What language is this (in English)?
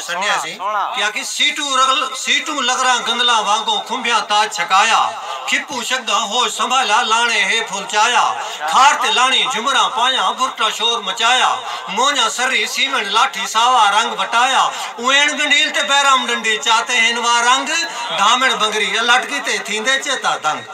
Saraiki